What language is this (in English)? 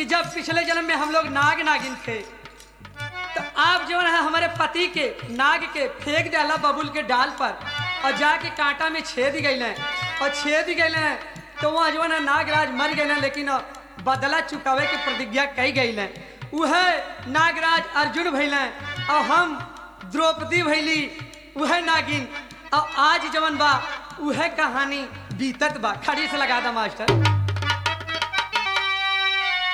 Bhojpuri